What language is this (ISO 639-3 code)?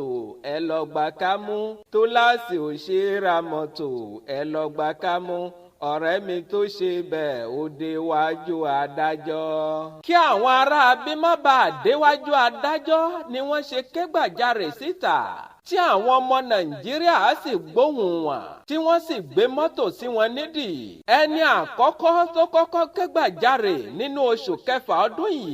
yor